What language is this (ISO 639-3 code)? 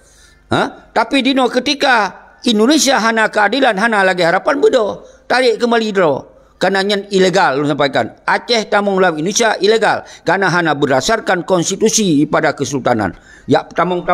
ace